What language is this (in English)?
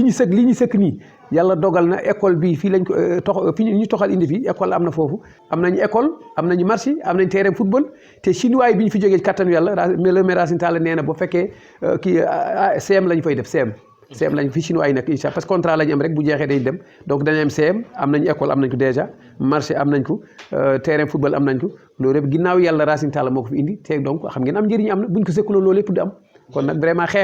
Wolof